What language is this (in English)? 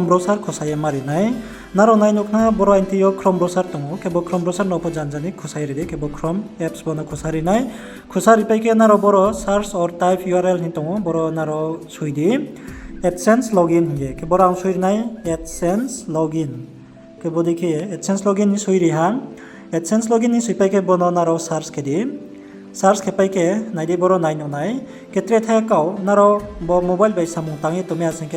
Riang (India)